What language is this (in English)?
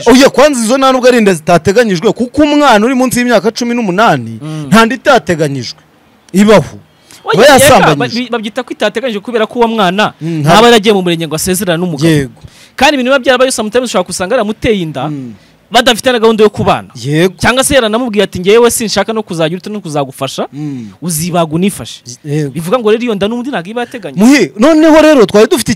Kinyarwanda